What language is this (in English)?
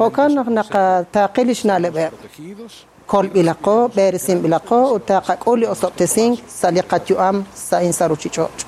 Kekchí